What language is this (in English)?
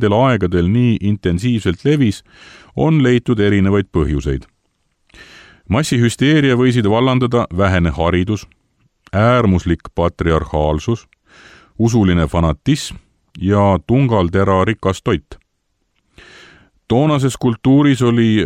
Estonian